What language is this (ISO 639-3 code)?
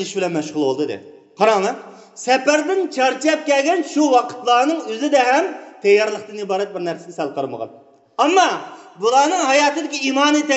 uig